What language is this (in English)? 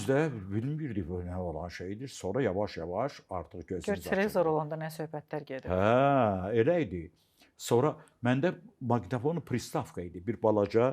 Azerbaijani